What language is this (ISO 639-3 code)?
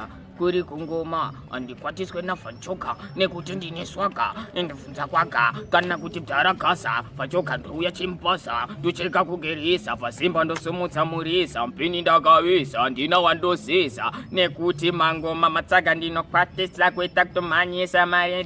sna